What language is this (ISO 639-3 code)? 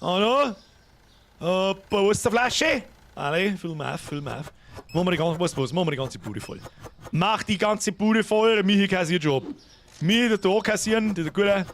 bar